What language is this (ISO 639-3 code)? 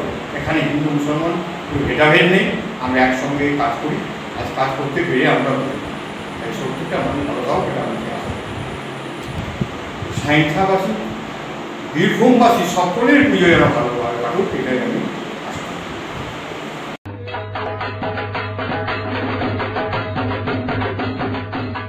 ben